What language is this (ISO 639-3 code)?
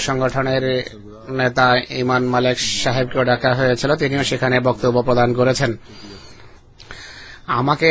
ben